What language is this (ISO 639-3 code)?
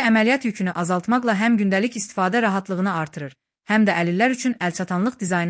aze